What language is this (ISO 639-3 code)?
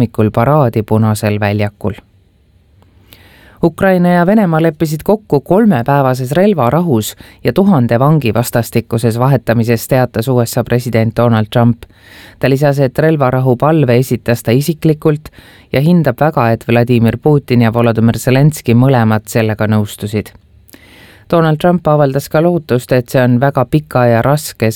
est